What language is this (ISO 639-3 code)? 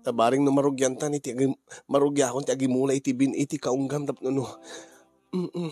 ilo